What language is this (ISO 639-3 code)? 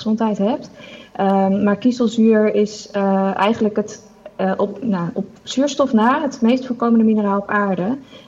nld